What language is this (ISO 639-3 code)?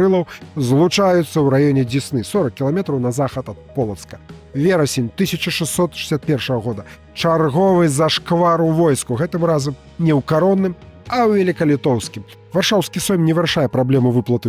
bel